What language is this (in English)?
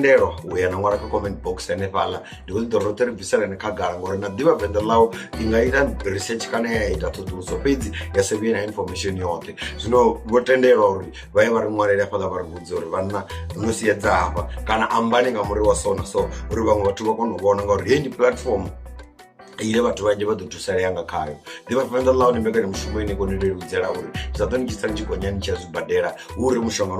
Venda